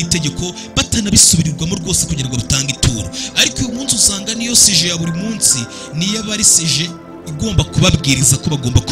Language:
Kinyarwanda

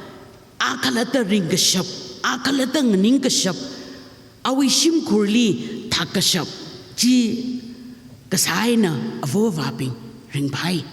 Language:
Tangkhul Naga (India)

